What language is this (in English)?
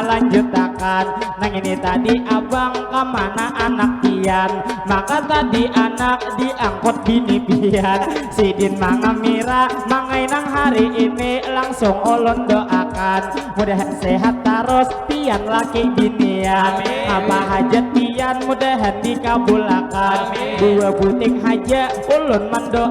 Banjar